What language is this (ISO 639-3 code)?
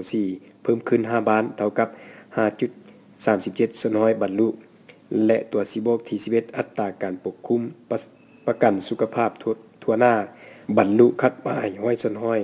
lao